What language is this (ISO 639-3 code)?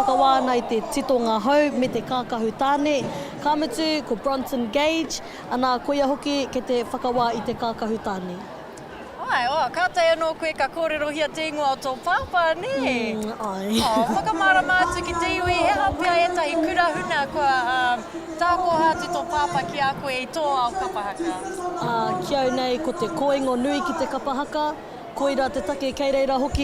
mri